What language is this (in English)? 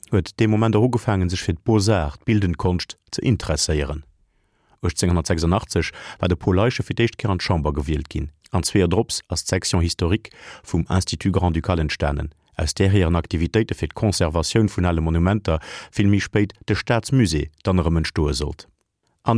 Luxembourgish